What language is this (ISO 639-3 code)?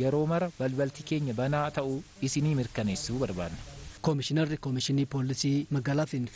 orm